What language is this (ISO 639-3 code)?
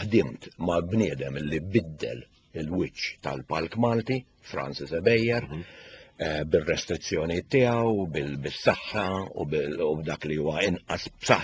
mlt